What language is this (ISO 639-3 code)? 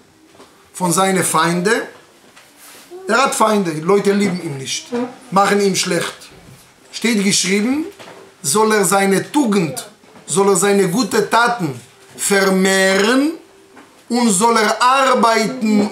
deu